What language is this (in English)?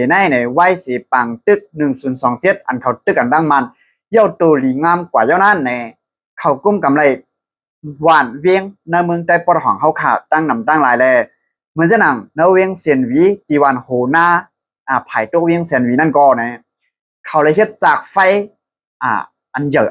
Shan